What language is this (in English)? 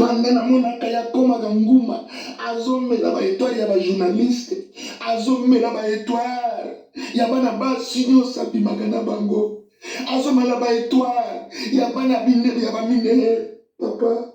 Lingala